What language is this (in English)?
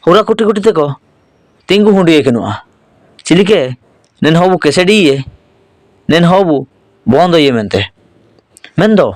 Ho